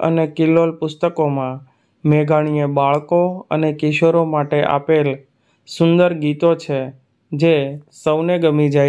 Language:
Gujarati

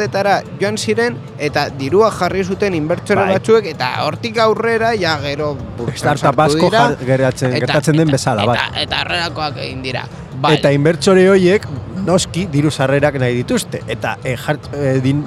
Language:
Basque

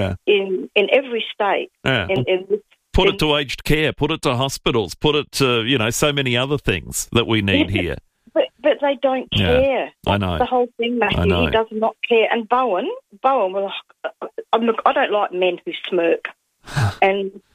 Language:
English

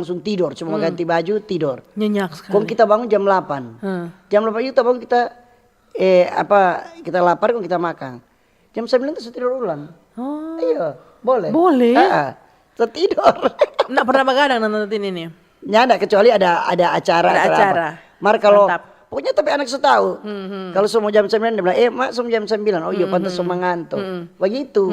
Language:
Manado Malay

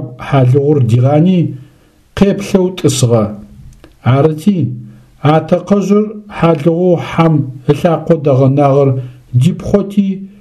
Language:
Adyghe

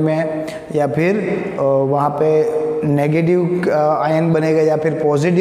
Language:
Hindi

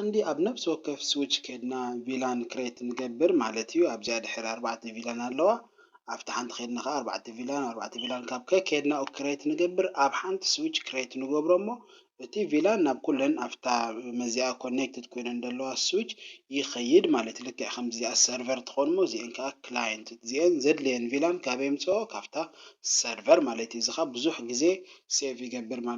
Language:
Tigrinya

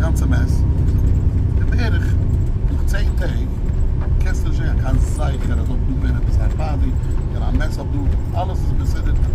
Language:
Yiddish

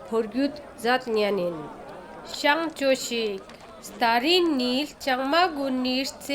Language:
Ladakhi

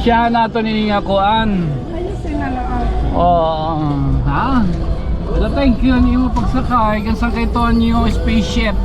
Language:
Waray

